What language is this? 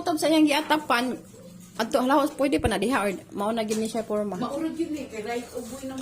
Cebuano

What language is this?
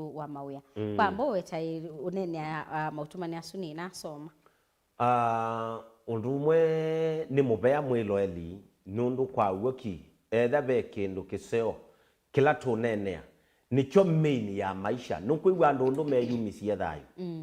Kamba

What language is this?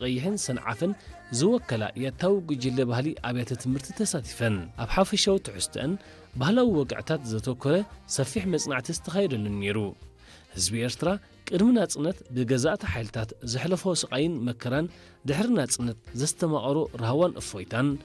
Tigrinya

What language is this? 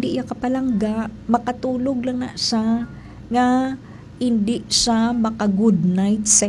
Hiligaynon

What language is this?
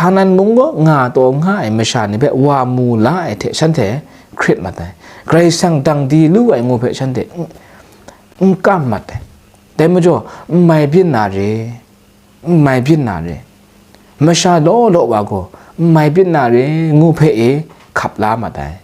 Kachin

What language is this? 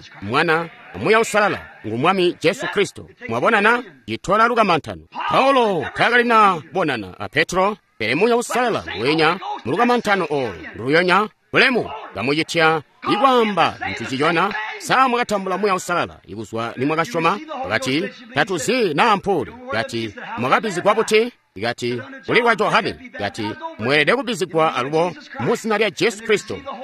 Tonga (Zambia)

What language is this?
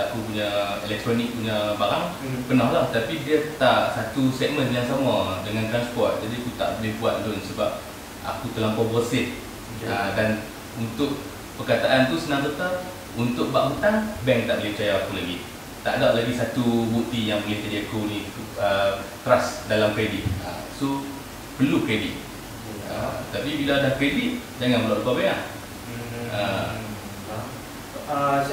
Malay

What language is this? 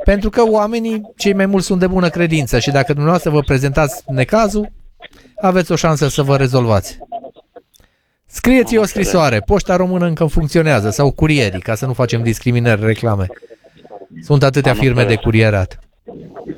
Romanian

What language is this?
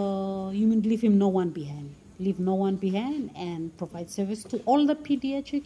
Bislama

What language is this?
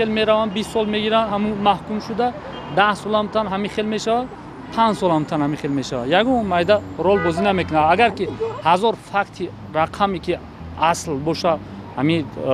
Tajik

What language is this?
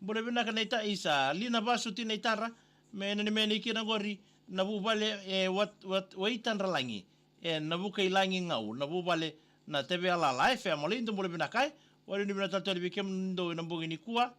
Fijian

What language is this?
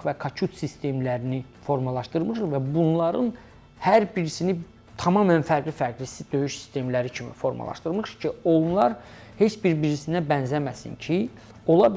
Azerbaijani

